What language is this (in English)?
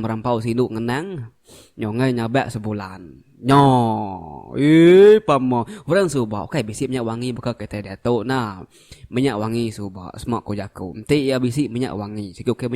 Iban